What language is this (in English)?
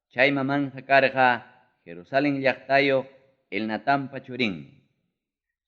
Ayacucho Quechua